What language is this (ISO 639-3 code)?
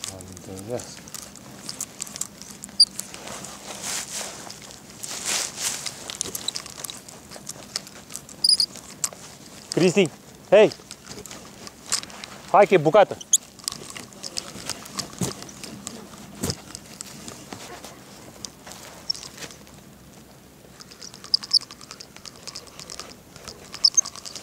ron